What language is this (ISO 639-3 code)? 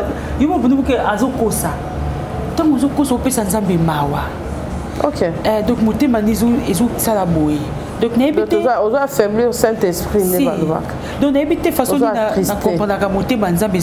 lin